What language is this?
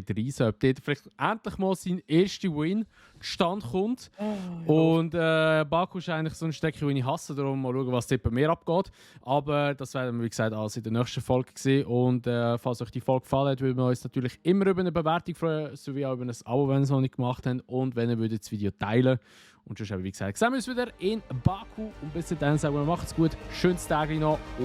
Swiss German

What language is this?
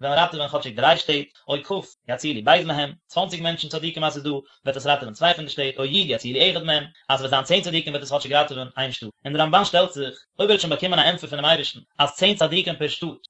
Yiddish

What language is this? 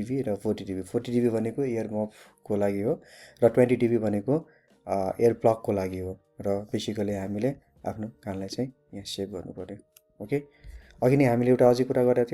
Nepali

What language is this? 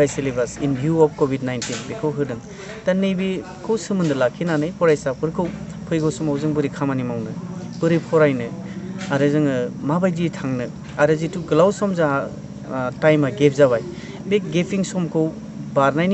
Bodo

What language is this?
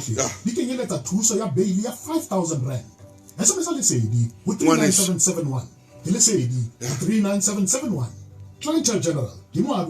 Southern Sotho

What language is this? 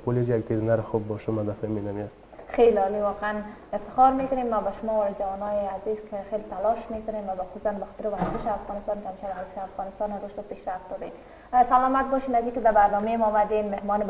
Persian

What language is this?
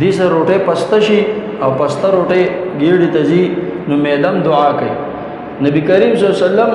Pashto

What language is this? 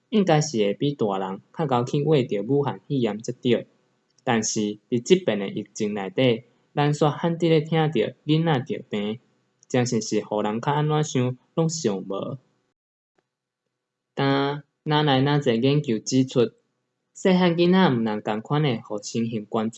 Min Nan Chinese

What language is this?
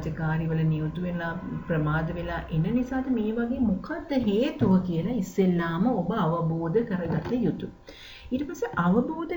Sinhala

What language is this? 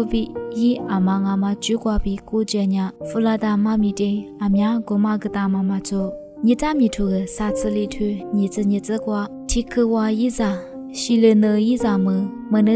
Lisu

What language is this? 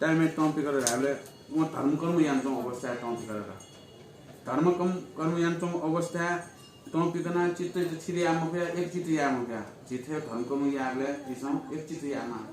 Newari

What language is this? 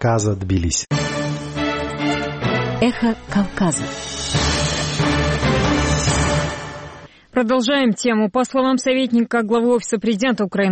Russian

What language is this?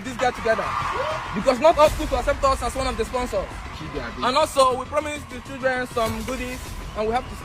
Nigerian Pidgin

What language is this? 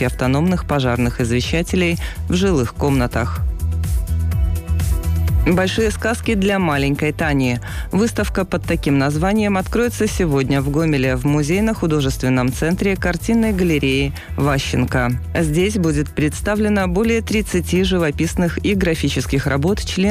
Russian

